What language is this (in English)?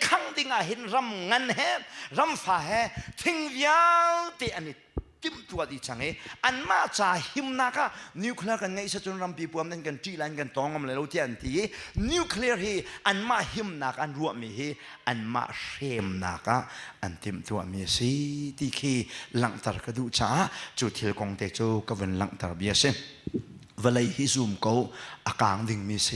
Hakha Chin